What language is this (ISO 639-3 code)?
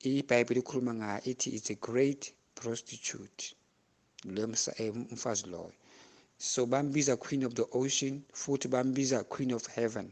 zul